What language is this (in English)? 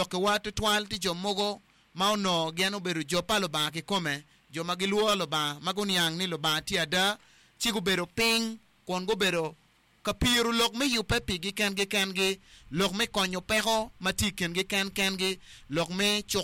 Acoli